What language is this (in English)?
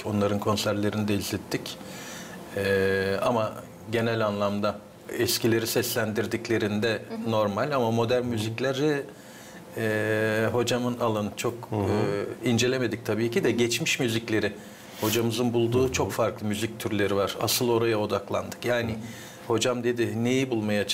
Gagauz